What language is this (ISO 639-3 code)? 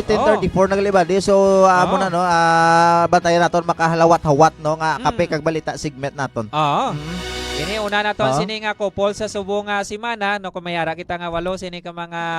hil